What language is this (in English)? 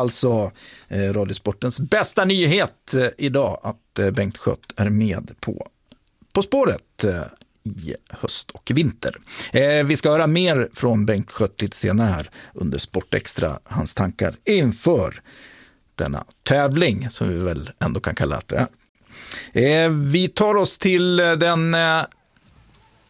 Swedish